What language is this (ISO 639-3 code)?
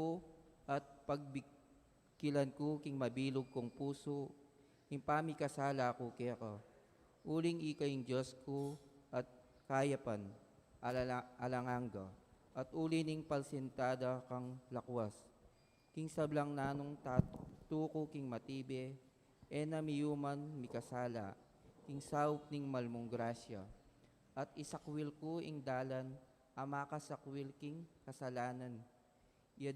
pam